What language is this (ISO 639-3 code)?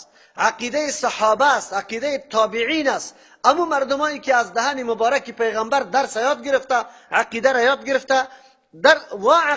fas